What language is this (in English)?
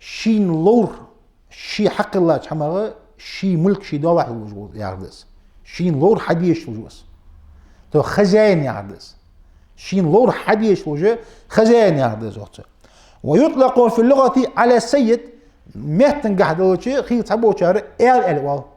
Ingush